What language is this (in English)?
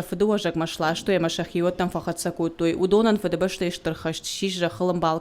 Ossetic